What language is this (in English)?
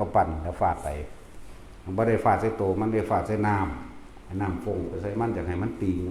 Northeastern Thai